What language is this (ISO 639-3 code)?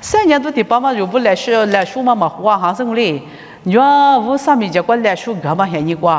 lis